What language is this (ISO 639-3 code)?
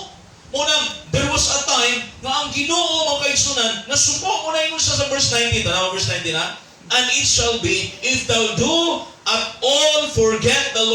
ceb